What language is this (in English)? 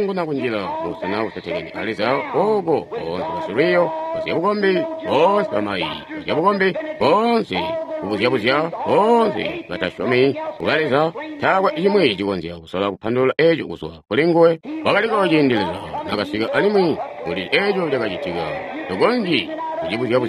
Tonga (Zambia)